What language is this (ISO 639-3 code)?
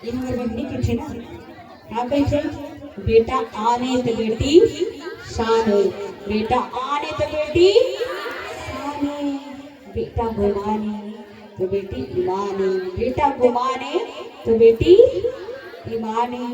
hne